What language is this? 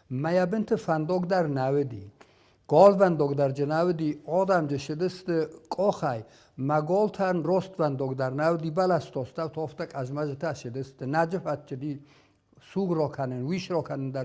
Ossetic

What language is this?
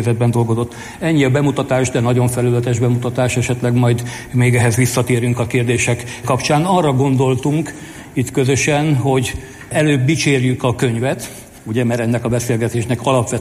Hungarian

